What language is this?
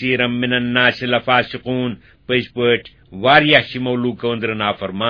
Kashmiri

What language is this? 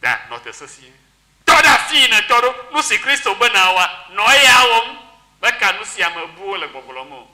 Ewe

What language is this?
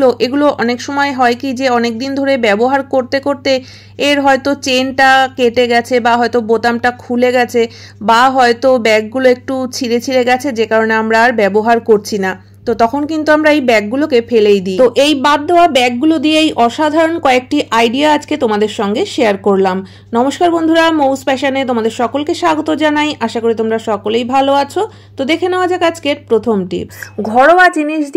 Bangla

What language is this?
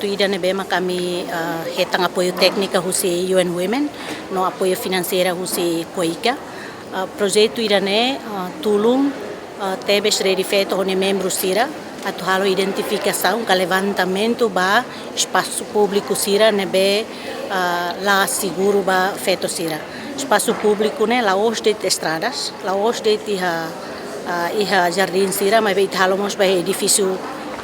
Tetum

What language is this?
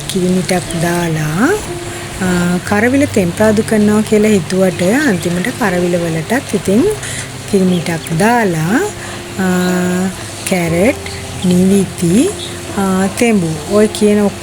Sinhala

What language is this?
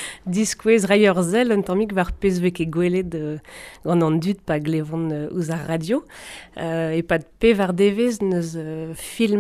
Breton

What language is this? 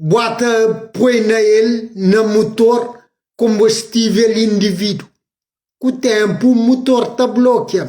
Kabuverdianu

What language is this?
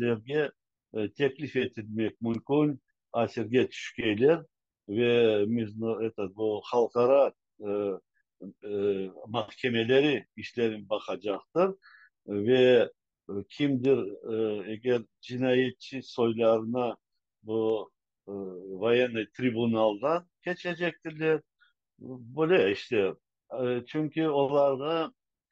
Crimean Tatar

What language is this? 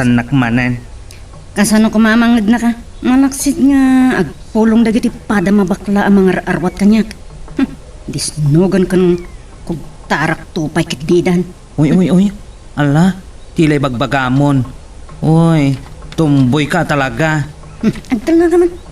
Iloko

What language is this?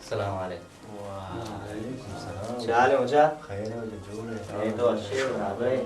Baluchi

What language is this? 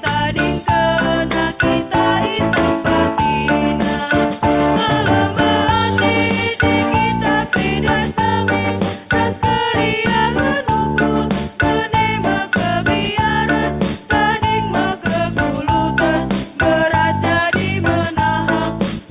Batak Karo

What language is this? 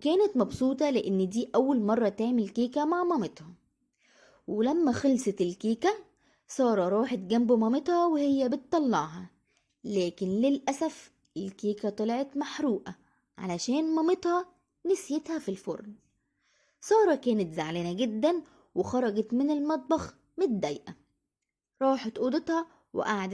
Egyptian Arabic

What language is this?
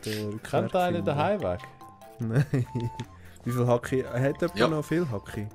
Swiss German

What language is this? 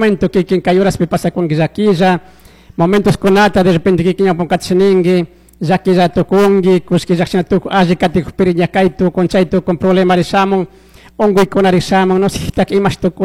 Chimborazo Highland Quichua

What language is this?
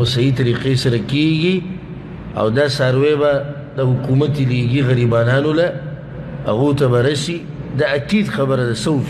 Pashto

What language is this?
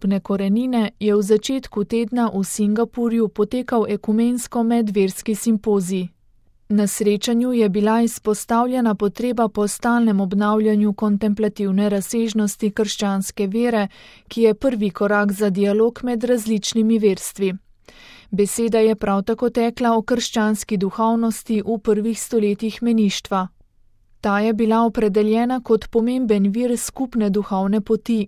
Slovenian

